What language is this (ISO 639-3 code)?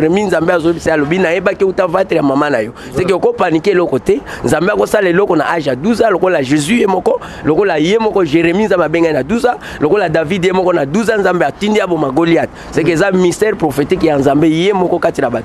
lin